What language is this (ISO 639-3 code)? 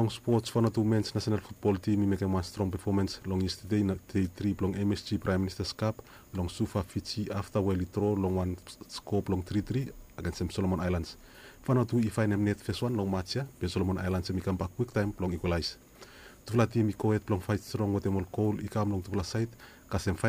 bis